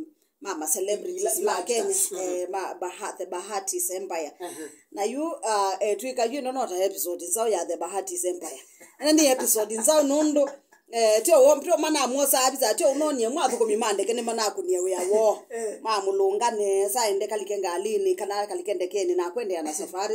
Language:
Kamba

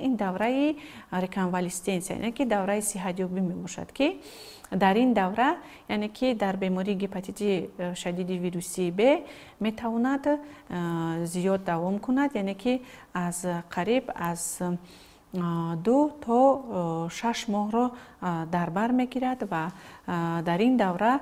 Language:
Tajik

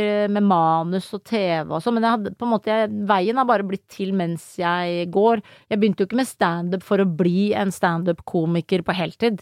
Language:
Norwegian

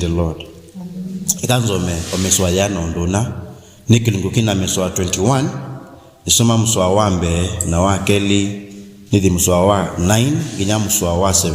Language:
Kamba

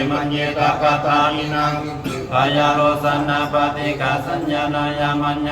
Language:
Pali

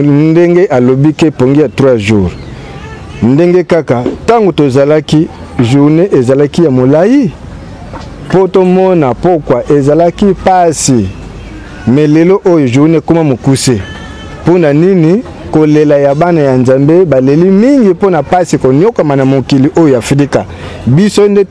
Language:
Lingala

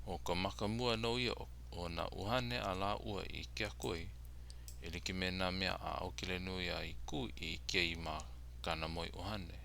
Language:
Hawaiian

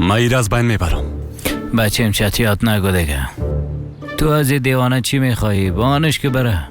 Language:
Persian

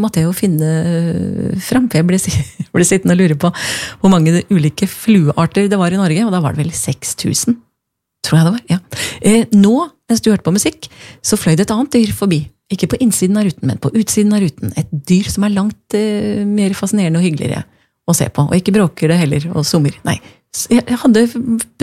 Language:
Norwegian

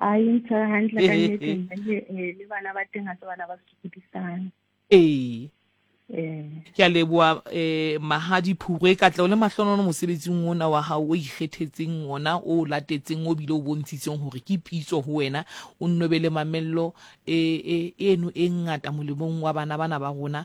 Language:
Southern Sotho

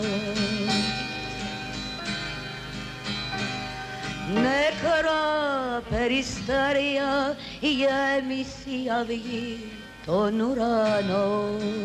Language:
Greek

